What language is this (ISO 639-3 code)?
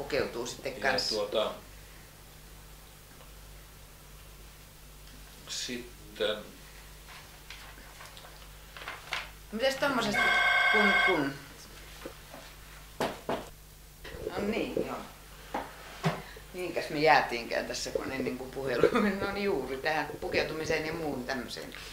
fin